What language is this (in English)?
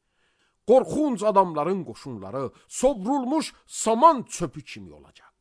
Azerbaijani